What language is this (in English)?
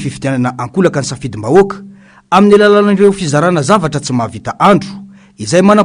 Malagasy